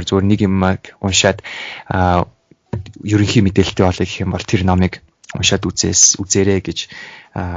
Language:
Mongolian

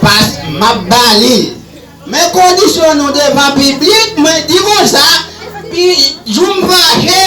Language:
Haitian Creole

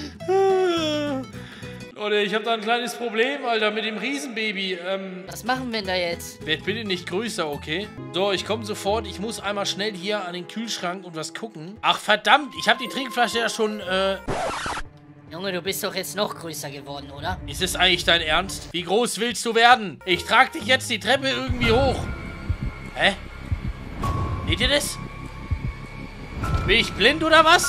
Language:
German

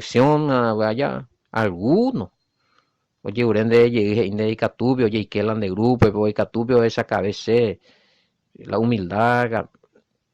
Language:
Guarani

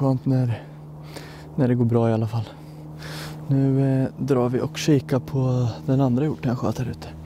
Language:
Swedish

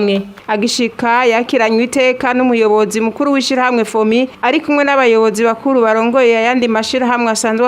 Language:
Rundi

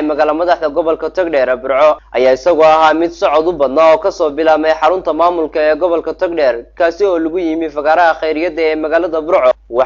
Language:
Somali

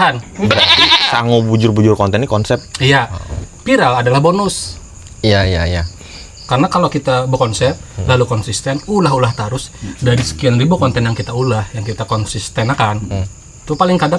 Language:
Banjar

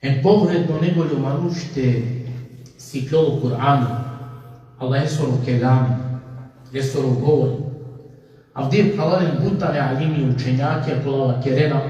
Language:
Balkan Romani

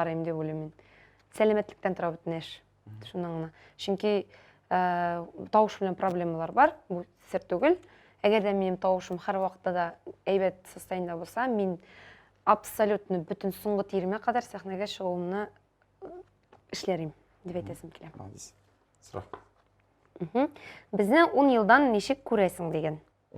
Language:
Tatar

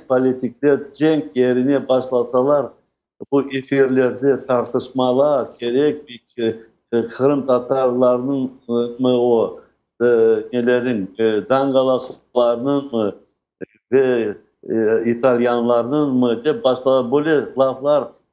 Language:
Crimean Tatar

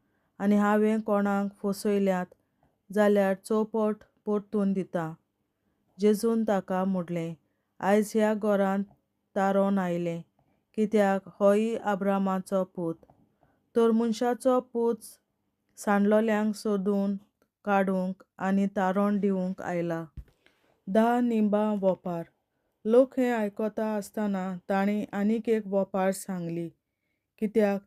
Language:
Konkani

